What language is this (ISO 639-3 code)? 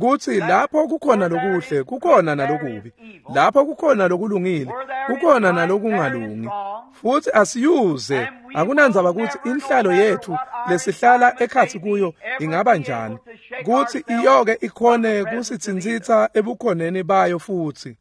ssw